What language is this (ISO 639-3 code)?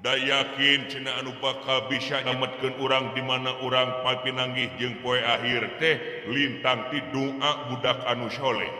sun